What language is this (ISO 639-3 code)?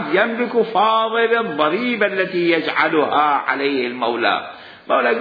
acm